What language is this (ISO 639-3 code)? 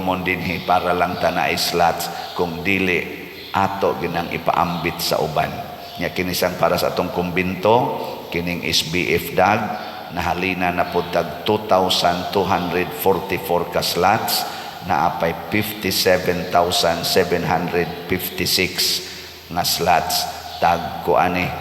ceb